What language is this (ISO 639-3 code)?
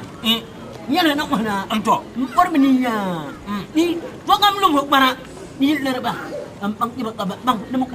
dag